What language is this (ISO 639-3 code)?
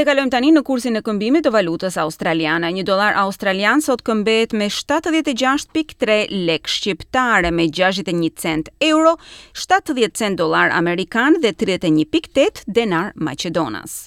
sqi